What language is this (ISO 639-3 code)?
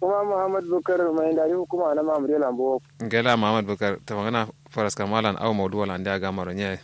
kau